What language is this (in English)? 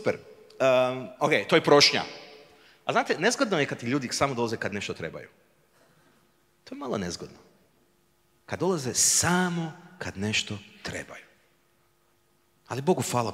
Croatian